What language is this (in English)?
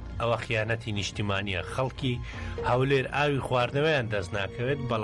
Central Kurdish